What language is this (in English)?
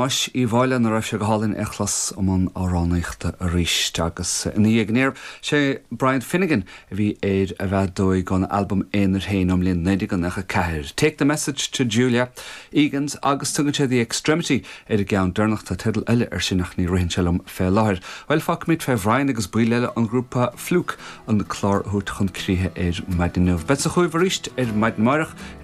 Irish